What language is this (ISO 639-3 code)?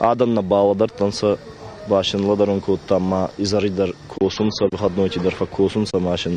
oss